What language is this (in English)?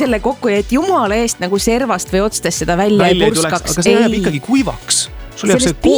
Estonian